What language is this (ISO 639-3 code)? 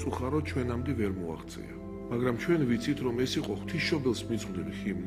kat